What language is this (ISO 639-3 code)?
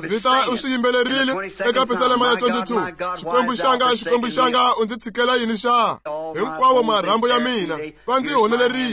tso